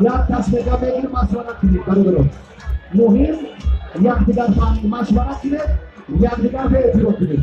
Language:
Tajik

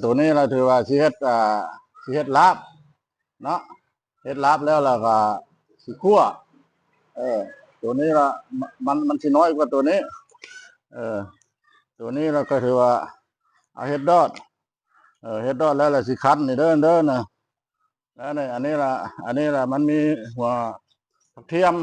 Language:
Lao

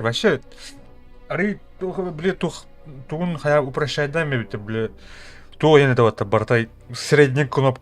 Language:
Yakut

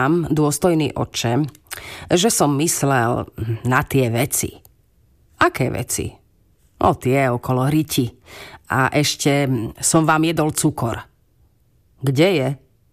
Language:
Slovak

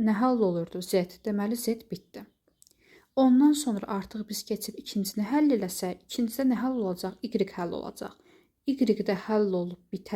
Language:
Azerbaijani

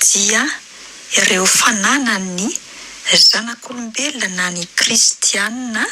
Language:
Malagasy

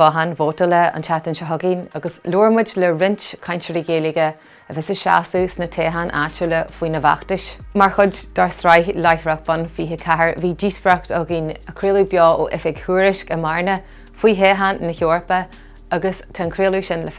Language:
Irish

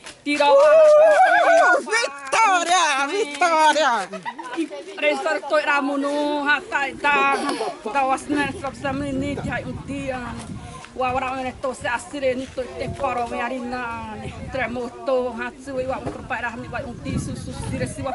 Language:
Xavánte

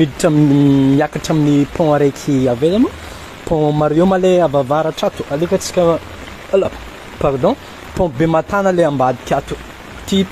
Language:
Malagasy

